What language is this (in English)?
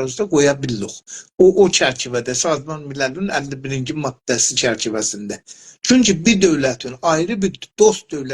South Azerbaijani